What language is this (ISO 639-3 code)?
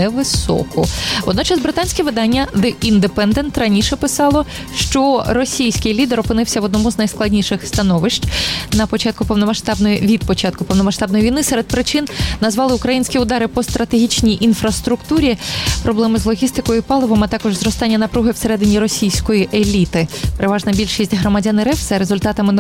ukr